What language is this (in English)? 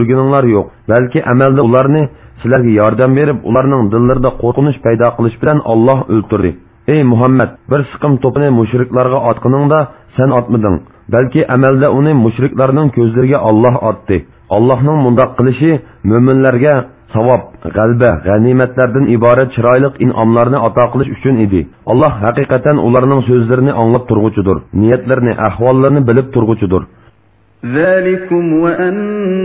Uyghur